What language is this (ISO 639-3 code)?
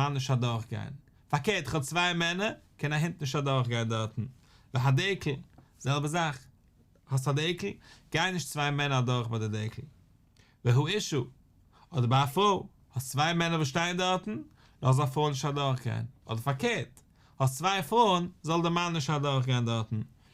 yid